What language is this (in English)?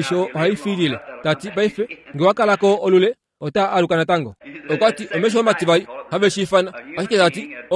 Kuanyama